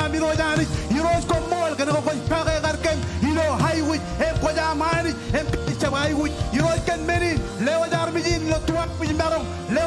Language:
Marshallese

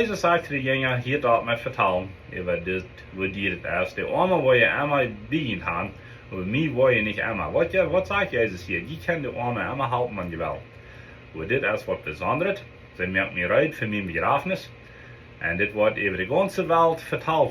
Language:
Plautdietsch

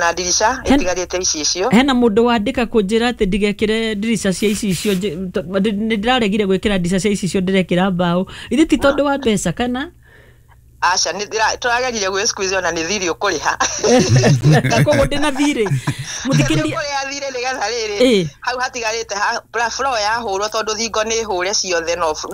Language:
Kikuyu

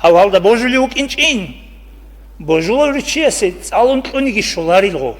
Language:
Avaric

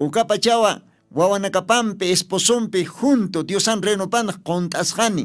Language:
Aymara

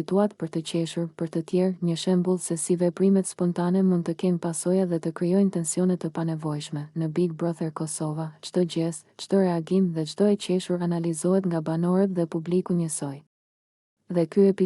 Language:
Albanian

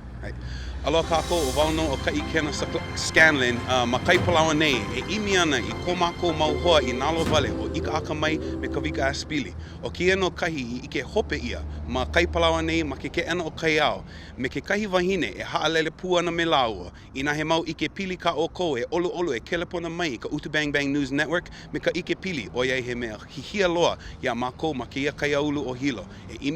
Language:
Hawaiian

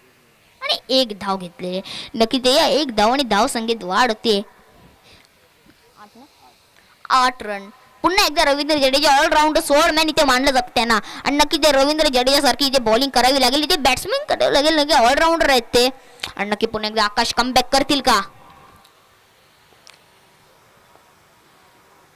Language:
Marathi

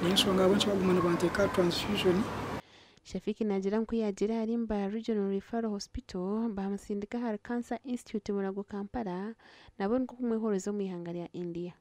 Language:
Nyankole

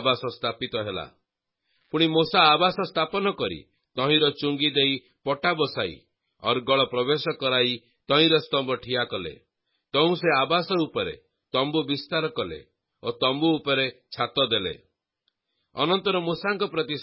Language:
Odia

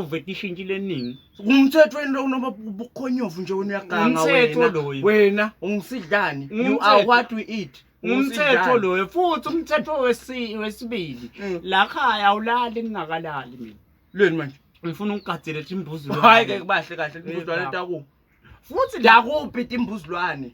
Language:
Zulu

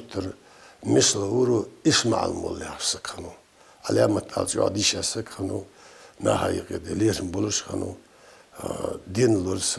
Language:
Ingush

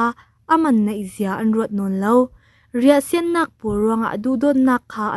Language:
Falam Chin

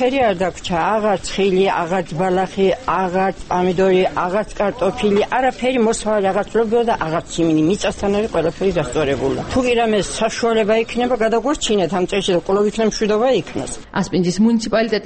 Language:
Georgian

